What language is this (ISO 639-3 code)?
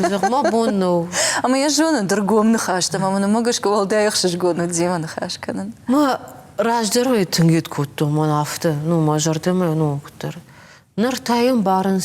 oss